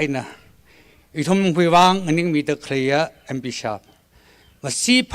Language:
Tangkhul Naga (India)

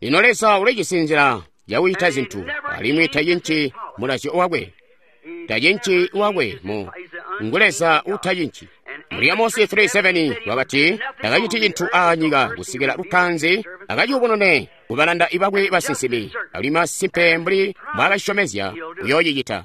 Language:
Tonga (Zambia)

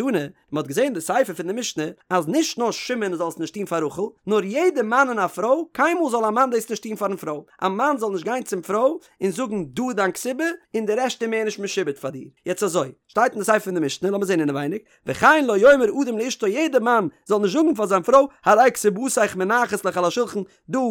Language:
Yiddish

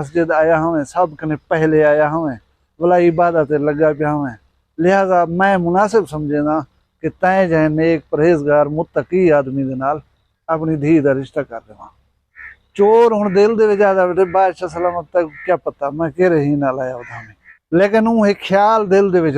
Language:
Saraiki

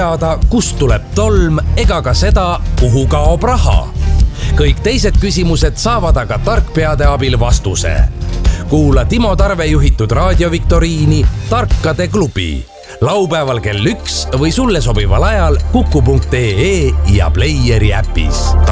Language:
Estonian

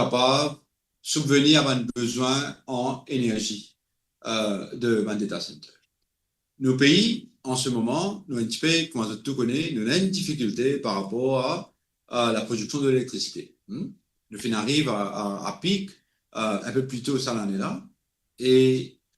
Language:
Morisyen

